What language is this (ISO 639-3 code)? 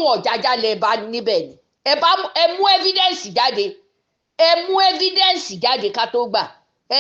yor